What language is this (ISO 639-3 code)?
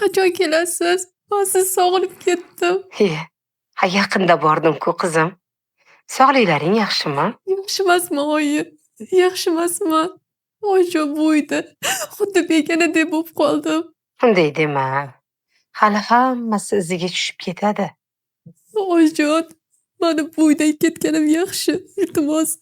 uzb